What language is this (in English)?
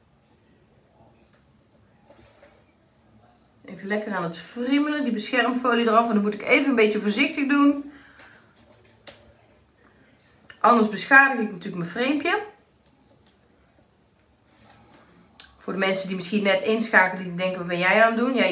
Dutch